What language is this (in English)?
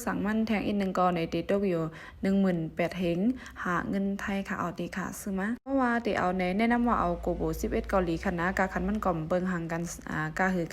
Shan